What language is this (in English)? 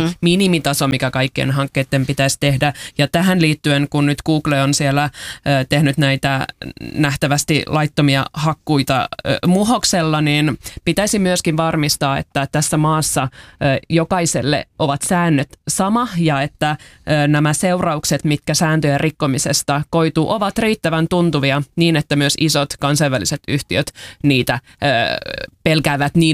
Finnish